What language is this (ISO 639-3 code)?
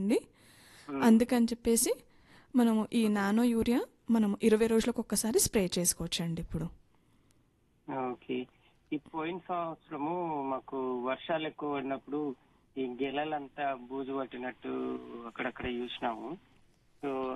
tel